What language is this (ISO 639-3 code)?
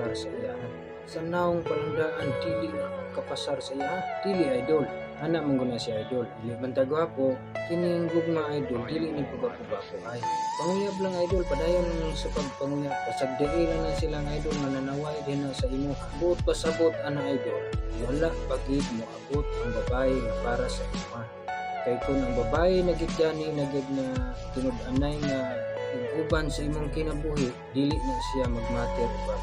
ceb